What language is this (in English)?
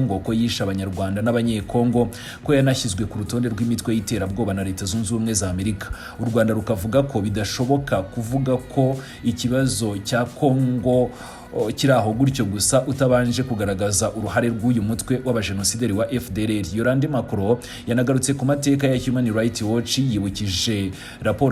Kinyarwanda